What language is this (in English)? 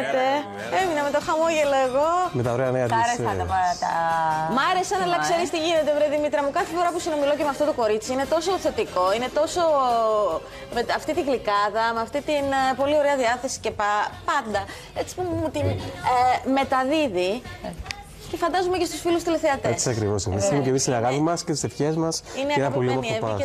Greek